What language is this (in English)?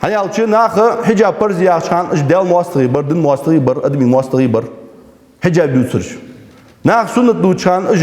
Ingush